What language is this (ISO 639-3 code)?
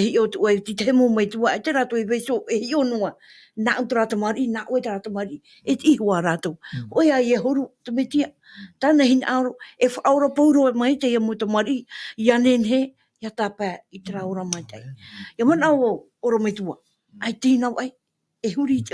tah